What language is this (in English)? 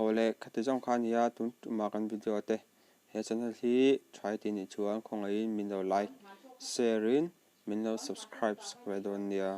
Mizo